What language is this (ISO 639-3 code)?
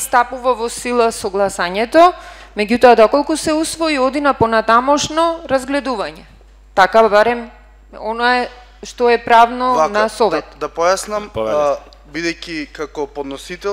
mkd